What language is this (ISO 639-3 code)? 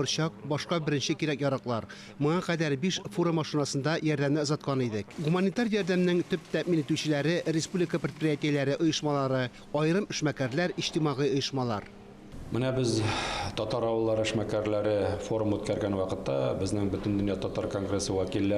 tat